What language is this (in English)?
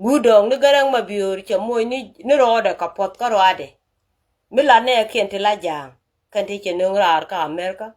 Nuer